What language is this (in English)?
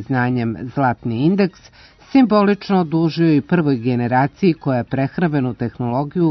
Serbian